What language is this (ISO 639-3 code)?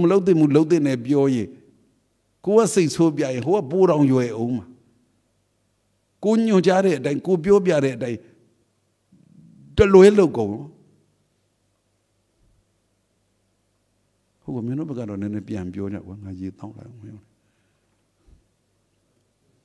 mya